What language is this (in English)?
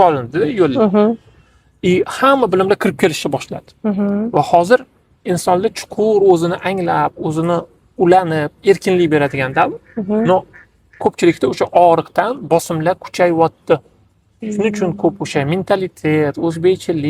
Uzbek